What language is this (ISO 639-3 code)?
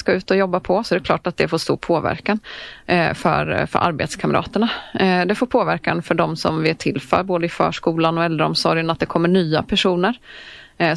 swe